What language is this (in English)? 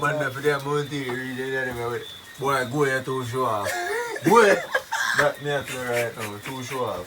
Jamaican Creole English